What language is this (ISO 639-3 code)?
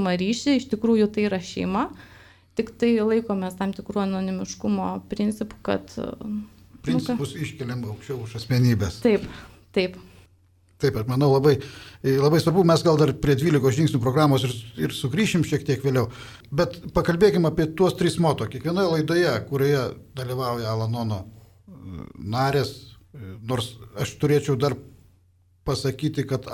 lit